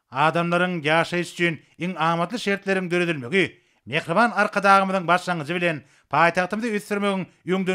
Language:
Turkmen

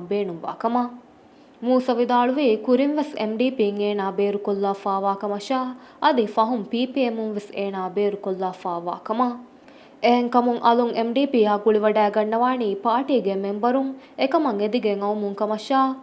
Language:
Divehi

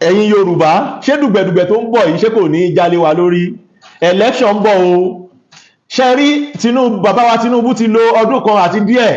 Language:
Yoruba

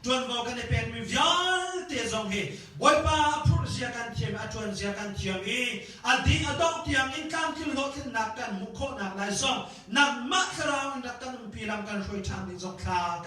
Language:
Hakha Chin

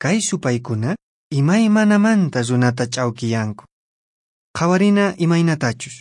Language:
Quechua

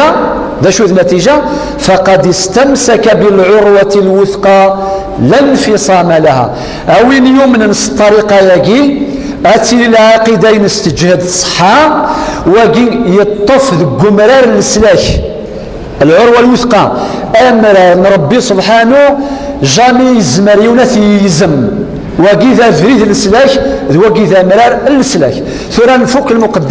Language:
Kabyle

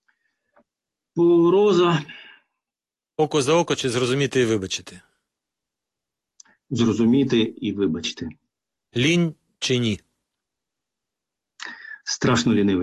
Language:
Ukrainian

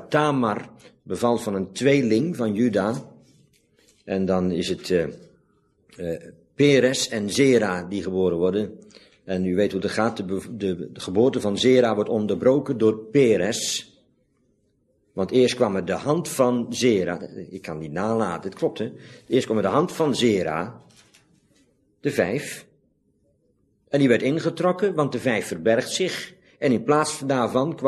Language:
Dutch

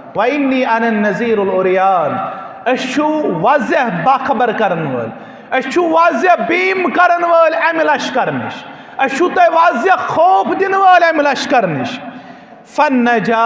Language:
Kashmiri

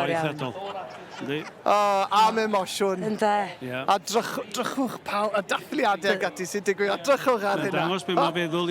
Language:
Welsh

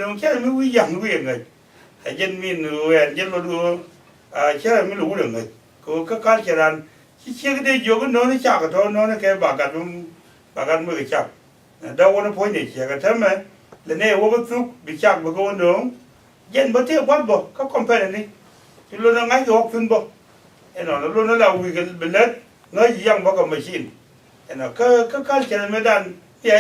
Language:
Nuer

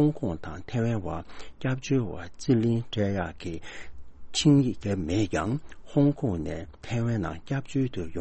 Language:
Tibetan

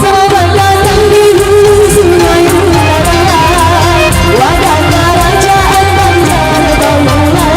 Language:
Banjar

